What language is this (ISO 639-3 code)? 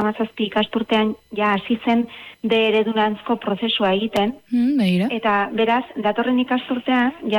eus